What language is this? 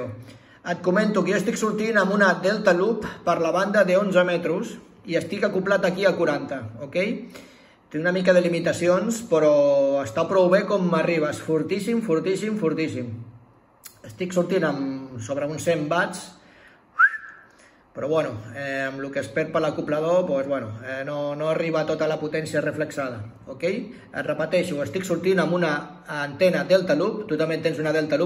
Catalan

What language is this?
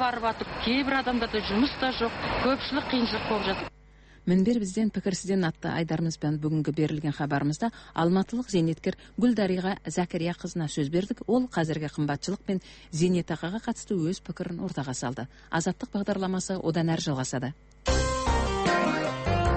Kazakh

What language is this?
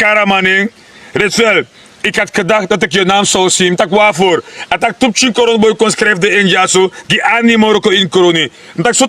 Sranan Tongo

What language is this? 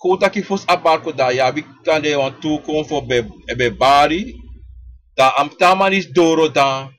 Sranan Tongo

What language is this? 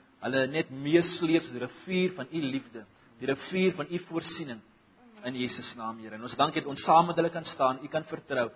Afrikaans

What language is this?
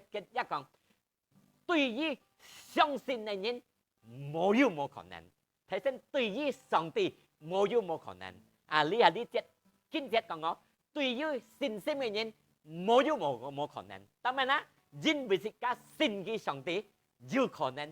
Hakka Chinese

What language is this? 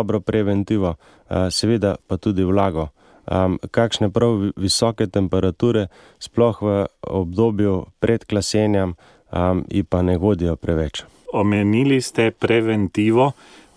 Slovenian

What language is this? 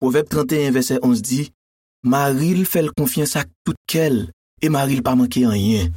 Haitian Creole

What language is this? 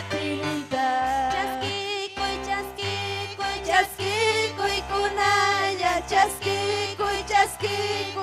Ayacucho Quechua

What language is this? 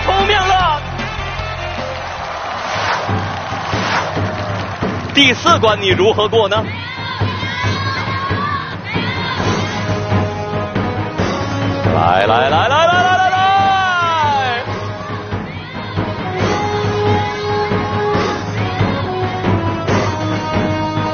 Chinese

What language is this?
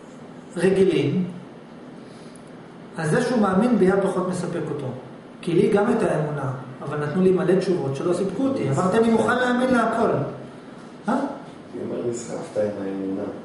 Hebrew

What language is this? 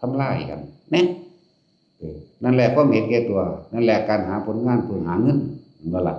Northeastern Thai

